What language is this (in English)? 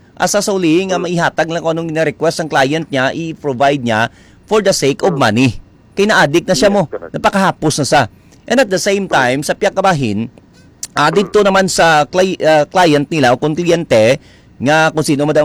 Hiligaynon